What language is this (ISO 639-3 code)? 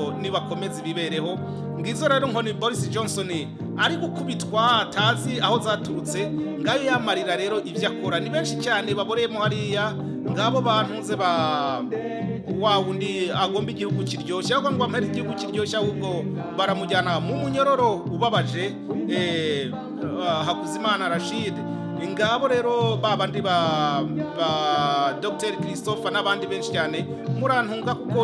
kin